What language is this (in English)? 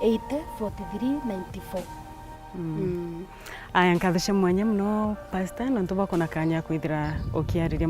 Meru